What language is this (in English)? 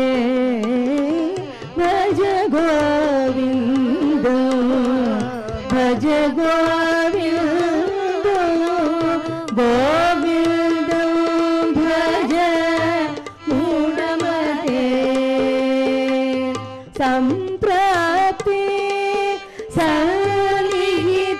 Telugu